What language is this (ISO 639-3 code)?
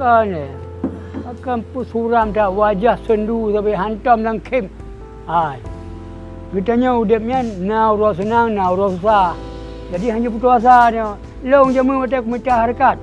ace